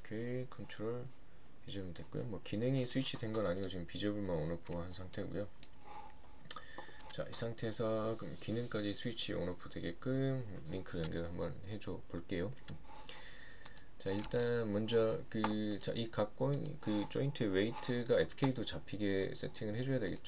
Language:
Korean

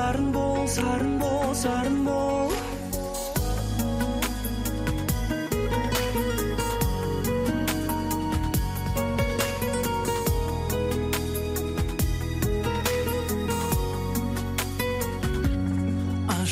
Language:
Kazakh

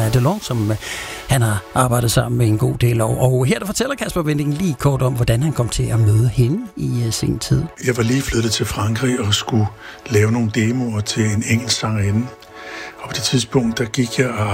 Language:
Danish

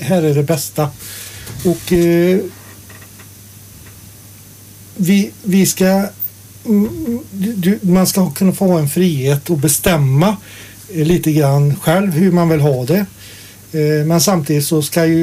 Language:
Swedish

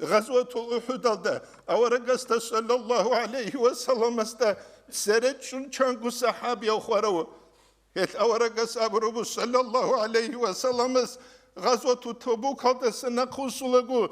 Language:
Avaric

